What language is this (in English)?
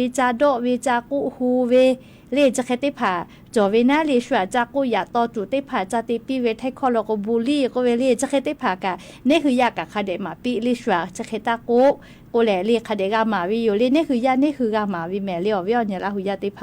Lahu